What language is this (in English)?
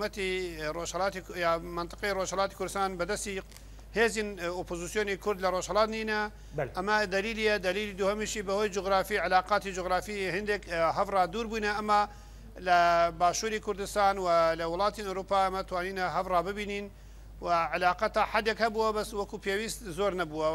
Kurdish